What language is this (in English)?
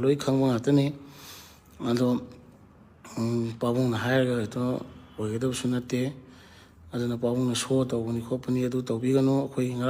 Manipuri